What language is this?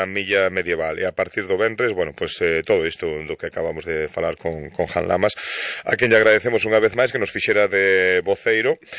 Galician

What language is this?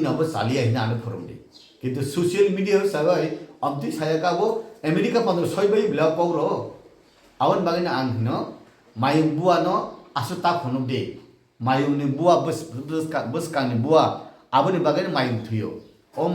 Kok Borok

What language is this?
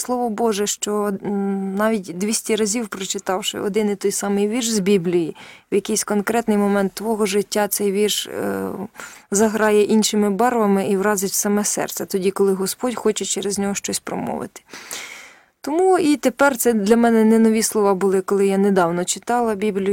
Ukrainian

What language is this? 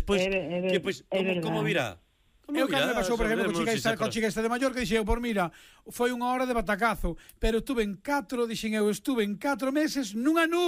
Galician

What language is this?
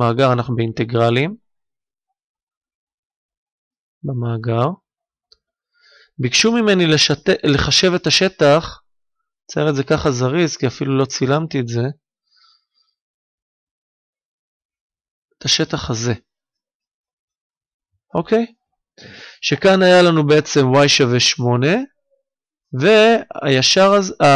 Hebrew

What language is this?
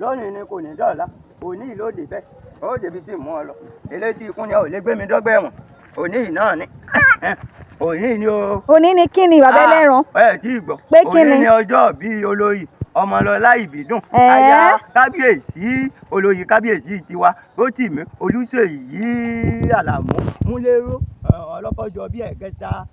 Yoruba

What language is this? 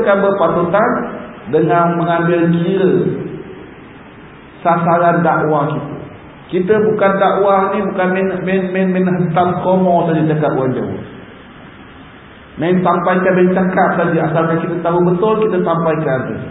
Malay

